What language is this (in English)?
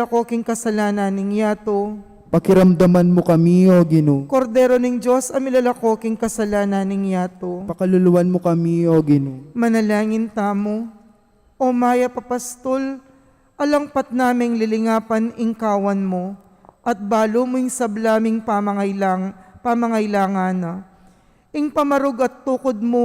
Pampanga